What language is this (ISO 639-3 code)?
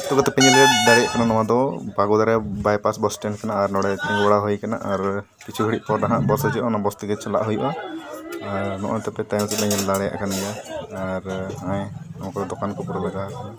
sat